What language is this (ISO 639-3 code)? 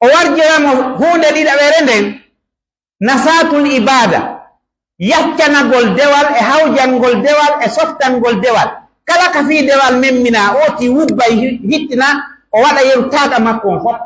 fuf